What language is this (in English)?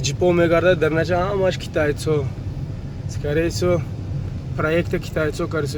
Tajik